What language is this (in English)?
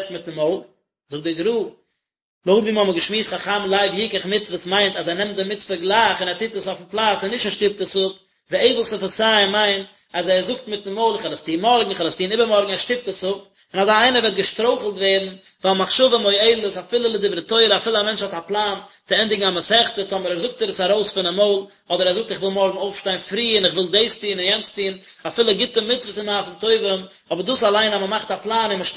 Yiddish